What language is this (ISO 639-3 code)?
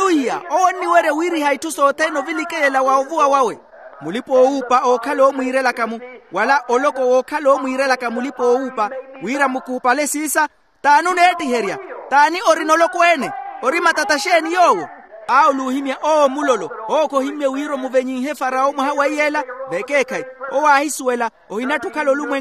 vmw